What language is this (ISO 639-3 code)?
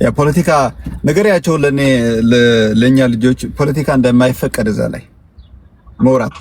amh